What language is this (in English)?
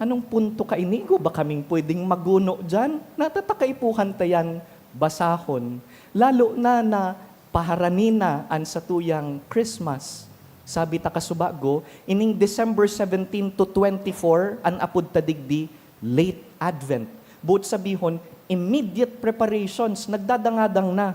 Bikol